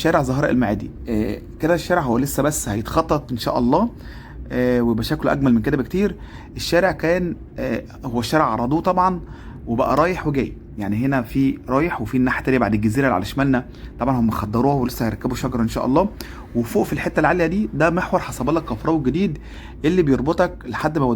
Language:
Egyptian Arabic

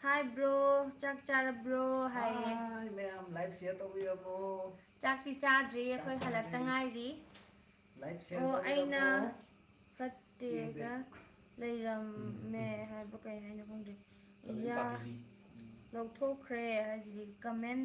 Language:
Manipuri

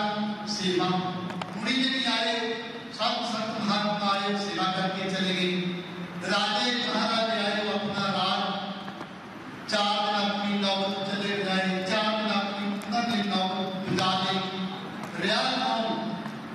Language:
Punjabi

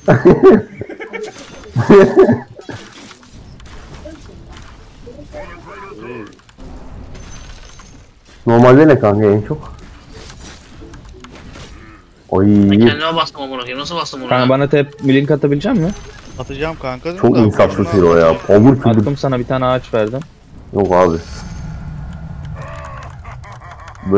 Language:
Turkish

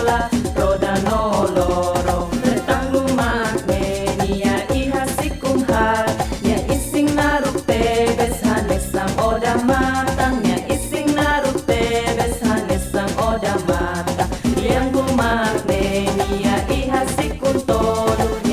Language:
Tetum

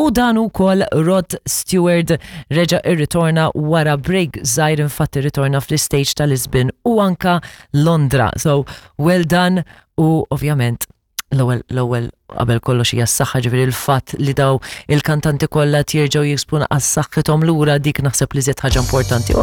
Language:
Maltese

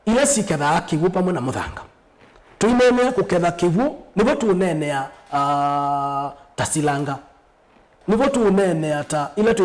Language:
Kamba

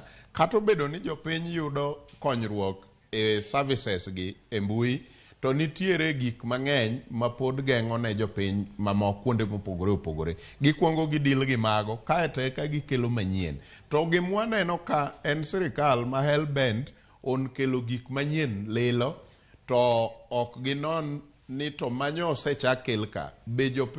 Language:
Luo (Kenya and Tanzania)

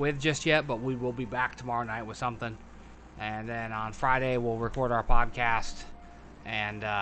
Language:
English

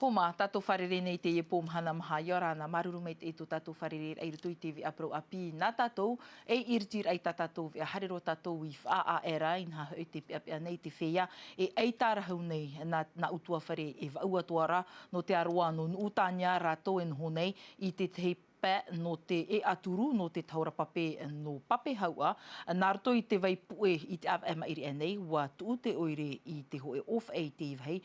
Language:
Tahitian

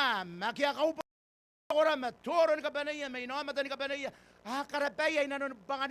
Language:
Gilbertese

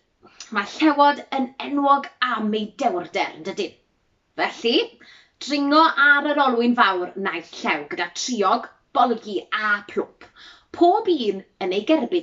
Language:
Welsh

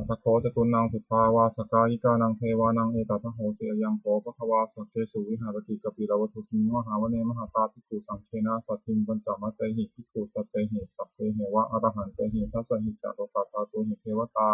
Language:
Pali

